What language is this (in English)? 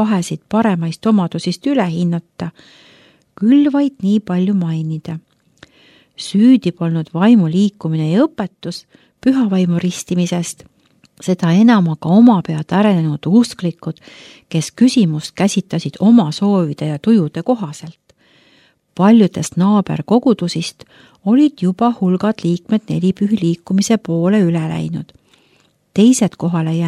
Estonian